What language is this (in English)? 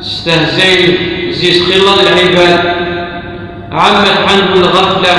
Kabyle